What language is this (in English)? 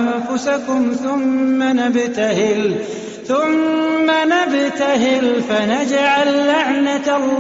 Arabic